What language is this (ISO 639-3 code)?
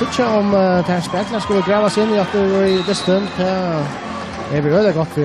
fao